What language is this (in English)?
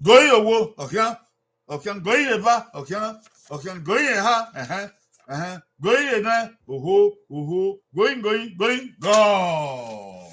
Bini